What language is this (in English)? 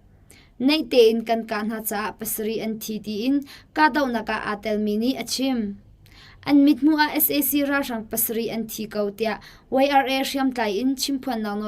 Hakha Chin